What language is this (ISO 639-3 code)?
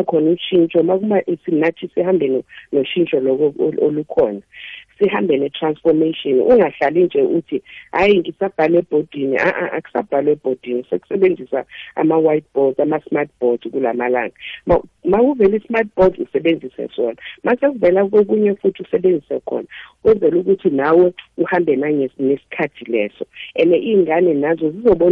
nbl